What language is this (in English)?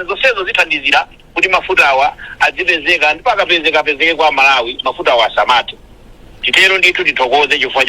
Nyanja